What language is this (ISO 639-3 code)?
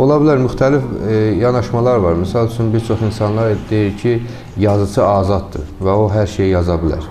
aze